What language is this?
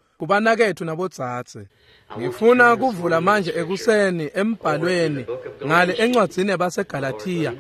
Swati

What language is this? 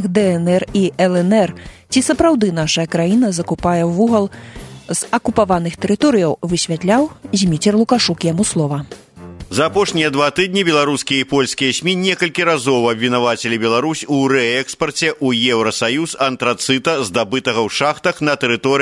Belarusian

